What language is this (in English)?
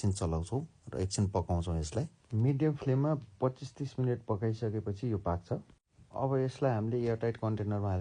Nepali